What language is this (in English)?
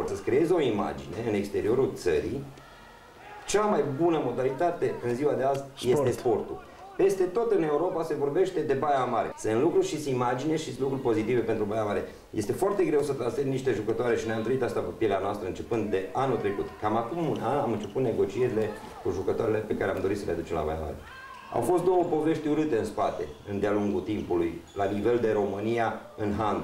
Romanian